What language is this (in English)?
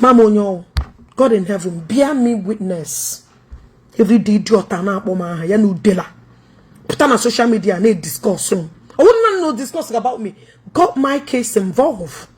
Igbo